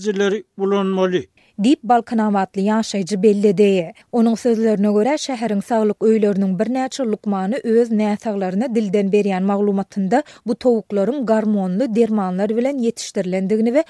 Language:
Turkmen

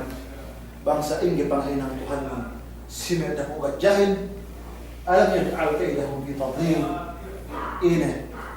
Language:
Yakan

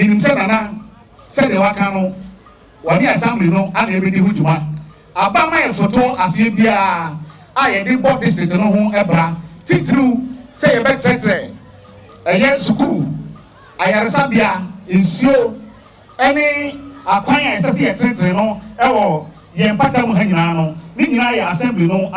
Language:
Akan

